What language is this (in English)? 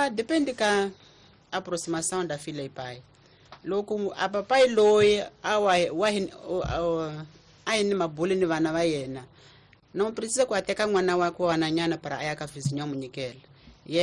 Tsonga